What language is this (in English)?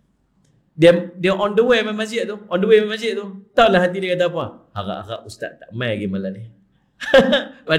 Malay